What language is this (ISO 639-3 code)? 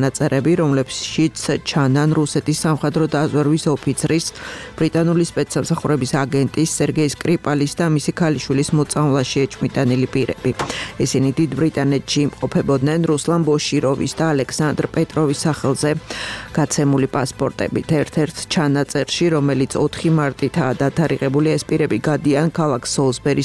kat